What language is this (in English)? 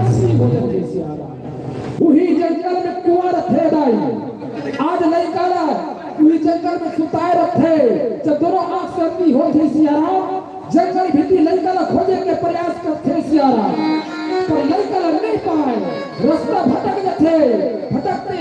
Chhattisgarhi